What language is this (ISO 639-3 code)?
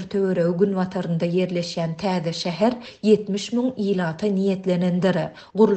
tuk